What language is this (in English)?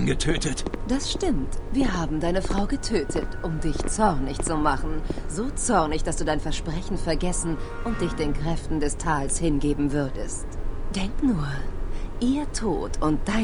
Bavarian